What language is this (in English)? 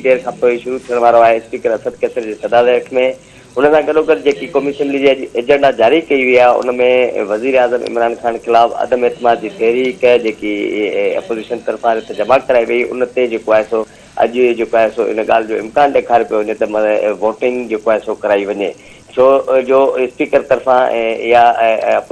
Sindhi